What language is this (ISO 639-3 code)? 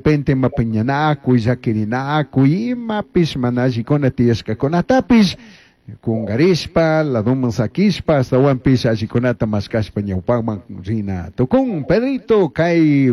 qug